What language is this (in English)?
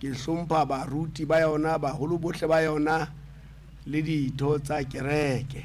Southern Sotho